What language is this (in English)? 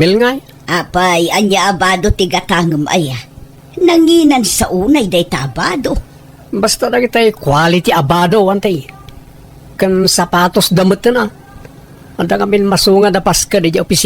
Iloko